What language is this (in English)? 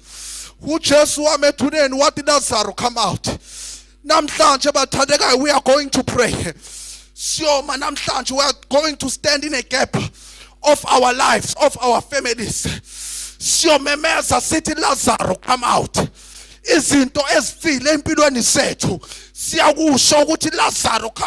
Zulu